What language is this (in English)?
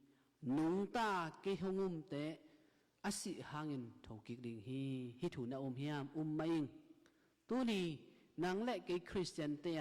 Tedim Chin